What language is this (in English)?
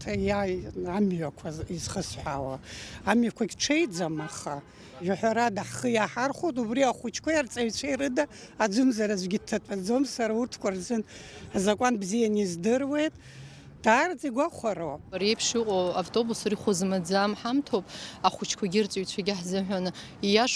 Abkhazian